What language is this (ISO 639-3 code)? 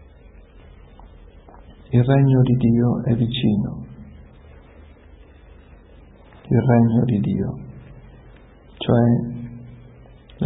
ita